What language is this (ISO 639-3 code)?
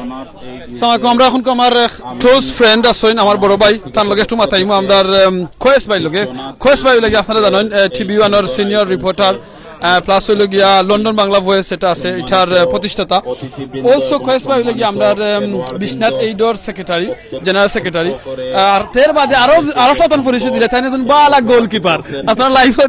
syl